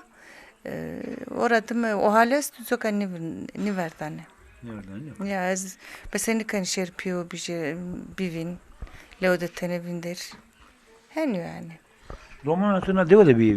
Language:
Zaza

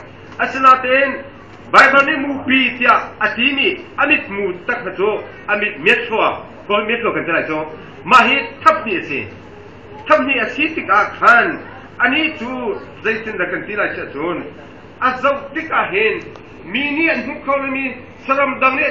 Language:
Hakha Chin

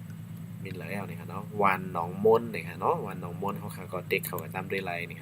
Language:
Shan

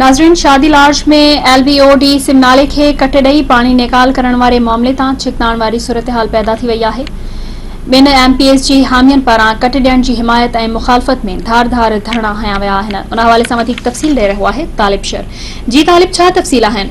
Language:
Sindhi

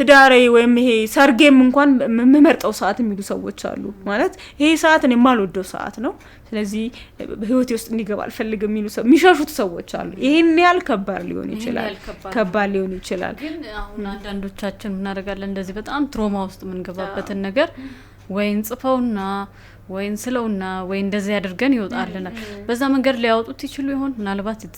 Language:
Amharic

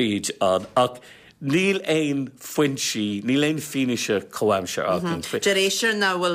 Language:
Irish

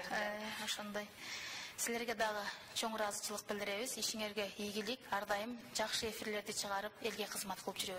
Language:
Kyrgyz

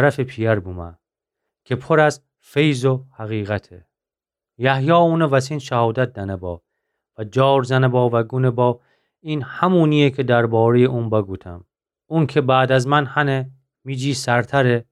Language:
Gilaki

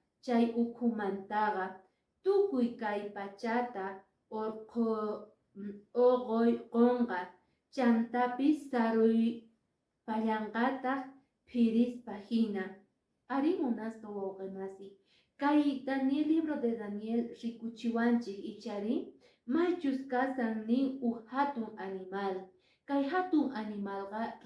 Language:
Quechua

